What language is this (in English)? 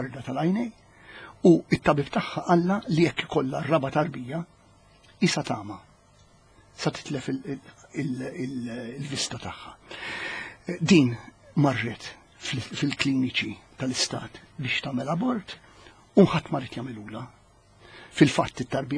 Maltese